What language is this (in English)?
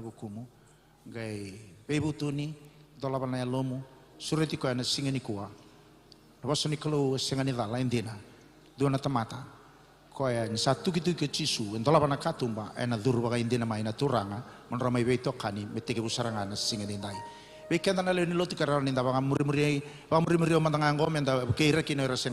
Fijian